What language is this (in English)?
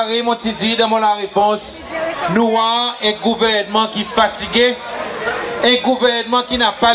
Seselwa Creole French